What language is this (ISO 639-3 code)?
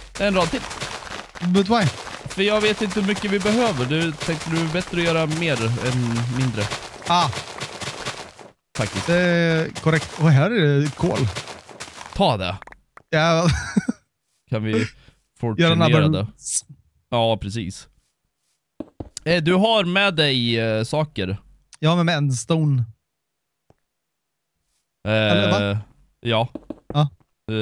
swe